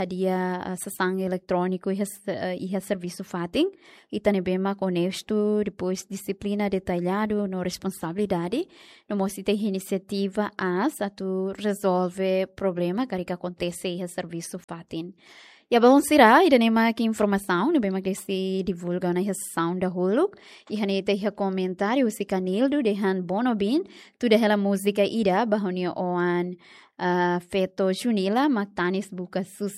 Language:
Tetum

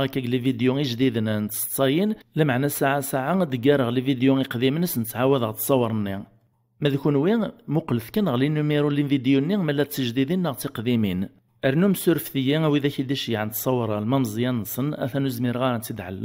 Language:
Kabyle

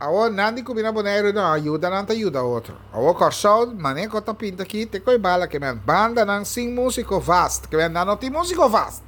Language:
Papiamento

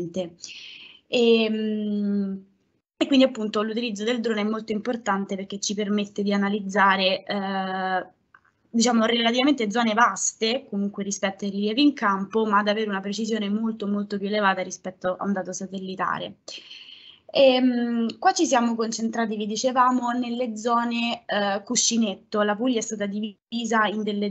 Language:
Italian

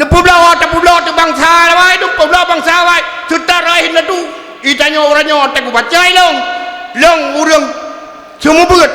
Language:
Achinese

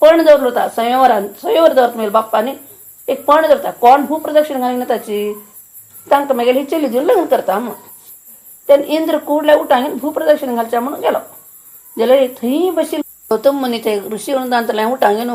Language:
Konkani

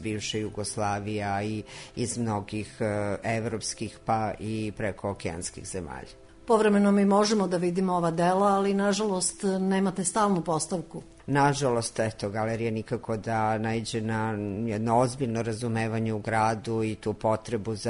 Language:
Serbian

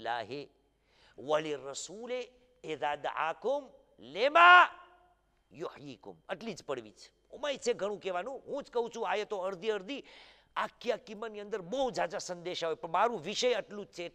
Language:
Gujarati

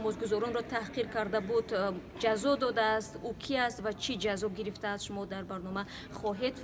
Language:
Tajik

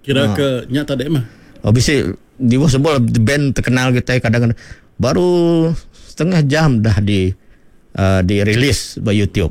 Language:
Iban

